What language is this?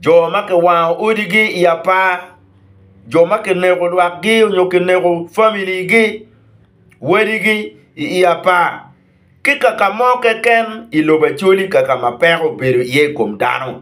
Acoli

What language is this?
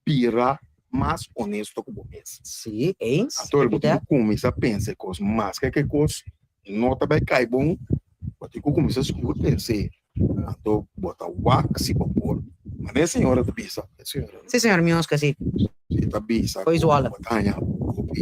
Papiamento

